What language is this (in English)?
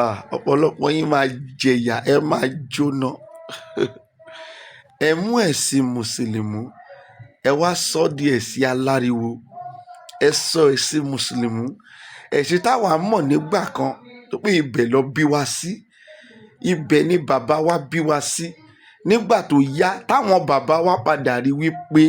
Yoruba